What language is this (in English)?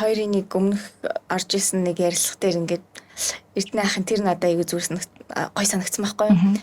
Mongolian